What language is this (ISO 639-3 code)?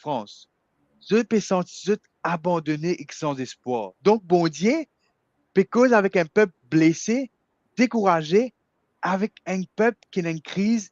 mfe